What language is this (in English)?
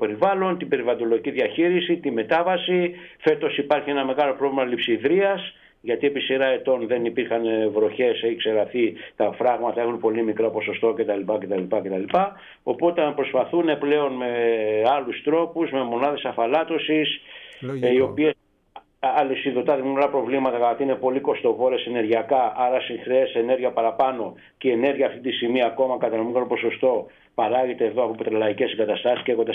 Greek